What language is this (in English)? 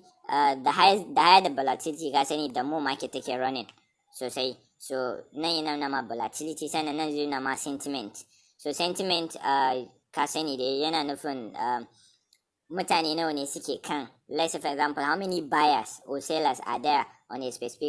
Hausa